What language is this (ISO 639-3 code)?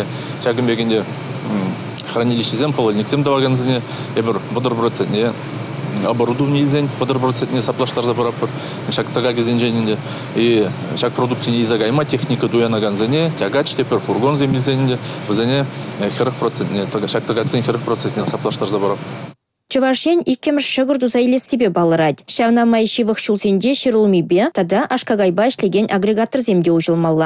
chv